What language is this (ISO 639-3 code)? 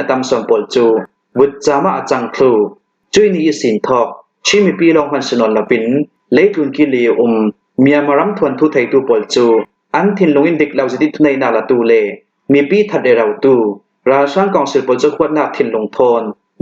cnh